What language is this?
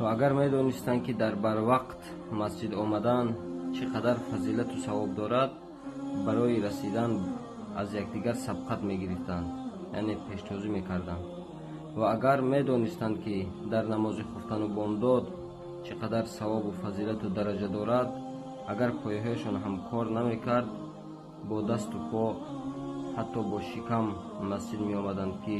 Tajik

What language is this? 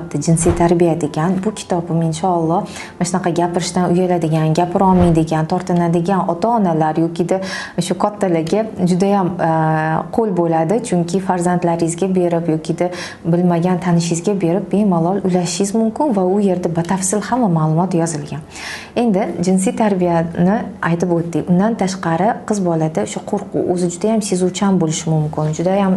Uzbek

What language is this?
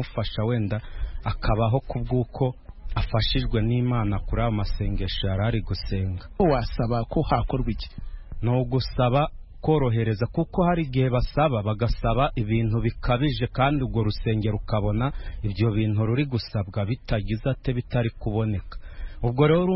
Kinyarwanda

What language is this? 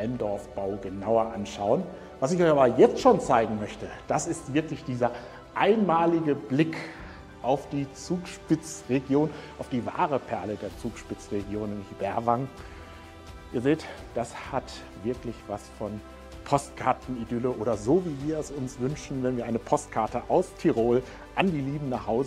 German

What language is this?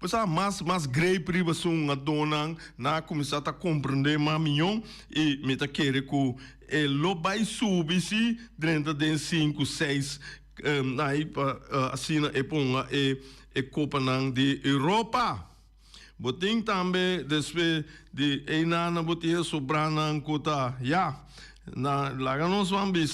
Papiamento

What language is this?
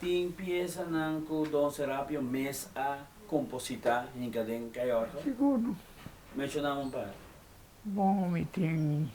Papiamento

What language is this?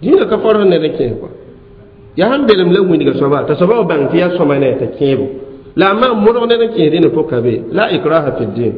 Mossi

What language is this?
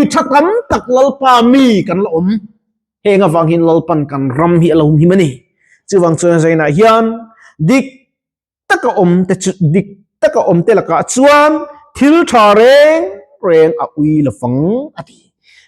Mizo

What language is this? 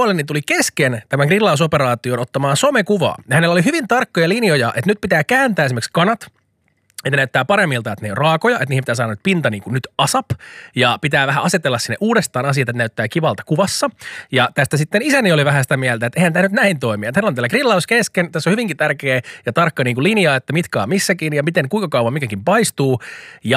Finnish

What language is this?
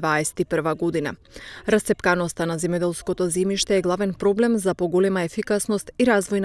Macedonian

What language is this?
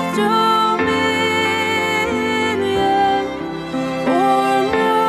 Finnish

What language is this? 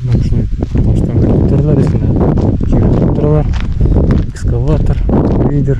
Bashkir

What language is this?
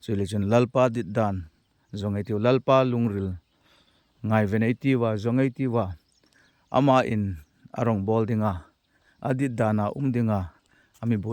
Hmar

